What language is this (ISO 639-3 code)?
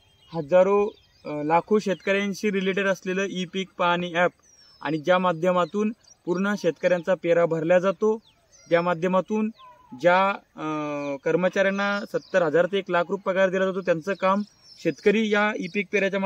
mar